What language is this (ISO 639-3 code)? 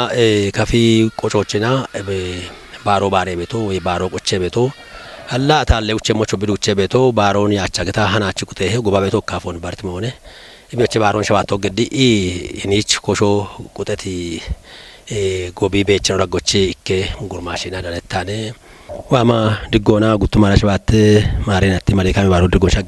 kbr